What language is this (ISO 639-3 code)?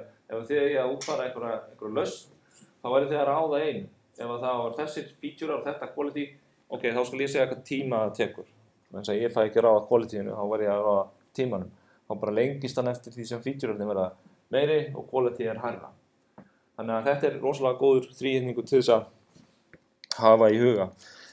isl